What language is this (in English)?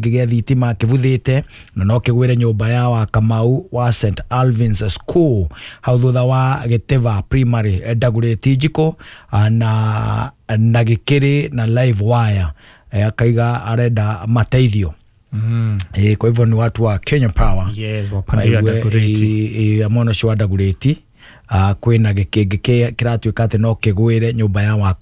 Kikuyu